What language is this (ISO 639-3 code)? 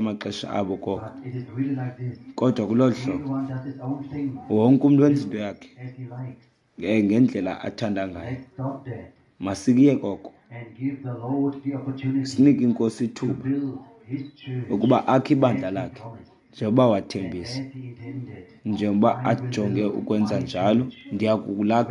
xho